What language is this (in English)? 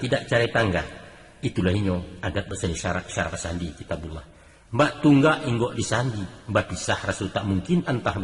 Minangkabau